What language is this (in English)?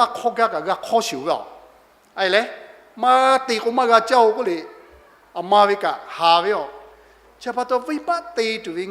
Lahu